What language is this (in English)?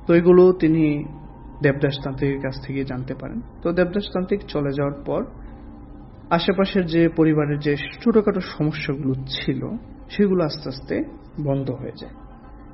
Bangla